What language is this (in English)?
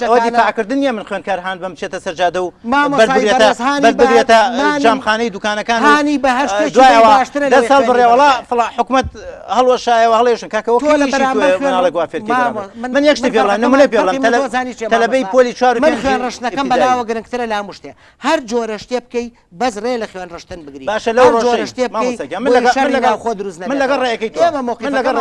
Central Kurdish